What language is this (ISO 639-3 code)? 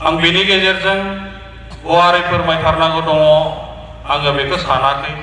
brx